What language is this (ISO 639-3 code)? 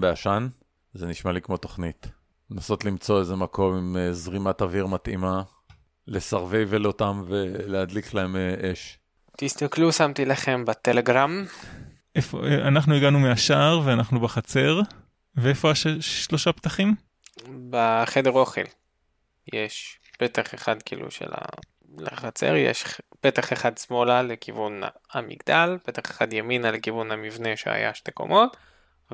heb